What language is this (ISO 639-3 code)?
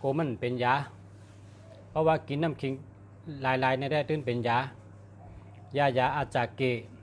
shn